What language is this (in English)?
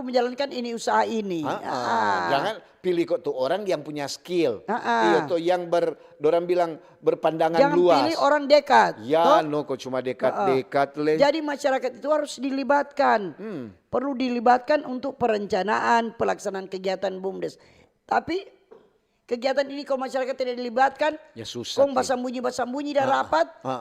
Manado Malay